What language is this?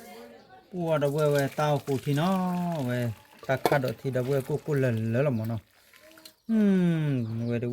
S'gaw Karen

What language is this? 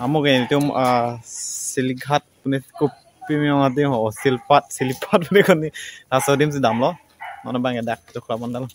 Karbi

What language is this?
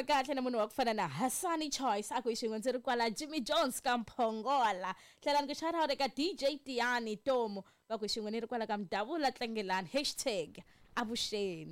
Tsonga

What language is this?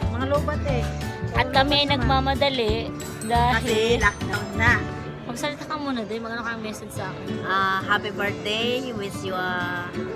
Filipino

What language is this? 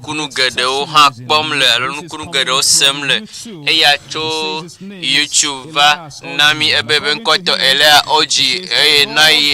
Ewe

